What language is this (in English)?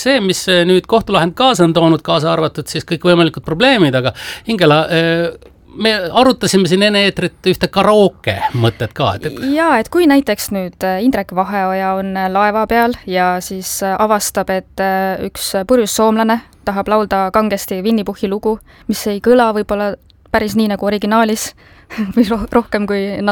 Estonian